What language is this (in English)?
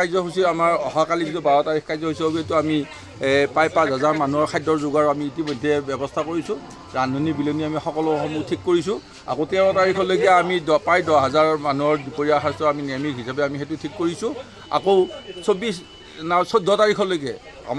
Assamese